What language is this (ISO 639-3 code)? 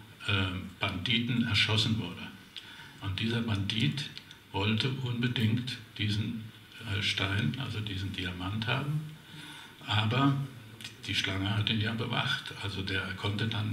deu